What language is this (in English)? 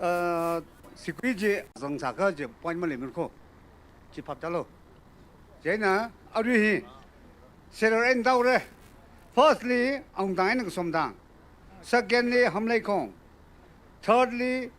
Tangkhul Naga (India)